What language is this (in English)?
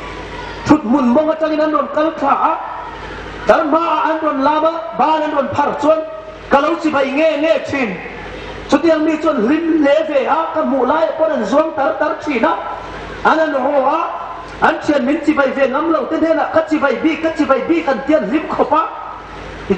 Hmar